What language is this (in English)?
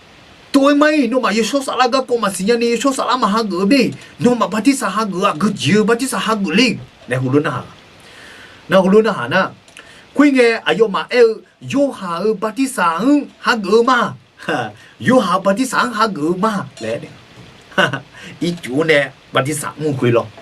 Akha